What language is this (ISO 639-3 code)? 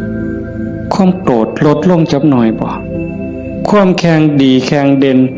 tts